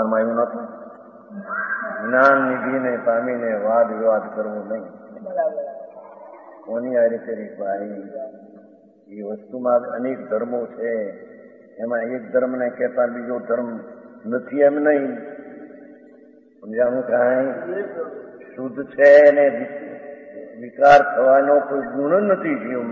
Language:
Gujarati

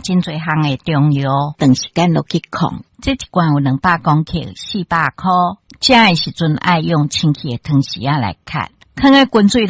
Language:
Min Nan Chinese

